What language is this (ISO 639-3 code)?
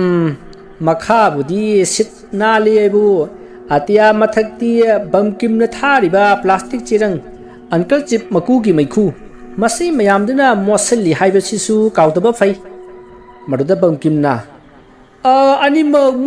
mni